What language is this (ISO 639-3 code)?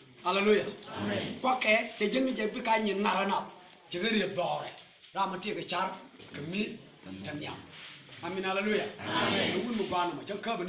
nus